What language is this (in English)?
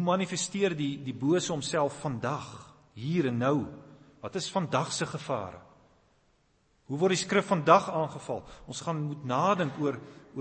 Afrikaans